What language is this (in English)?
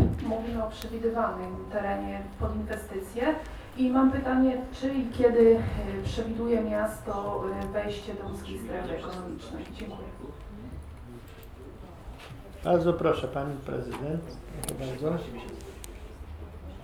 Polish